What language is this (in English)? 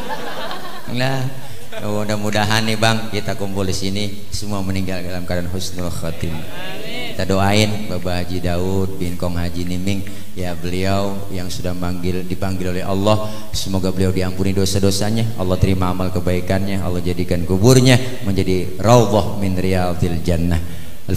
Betawi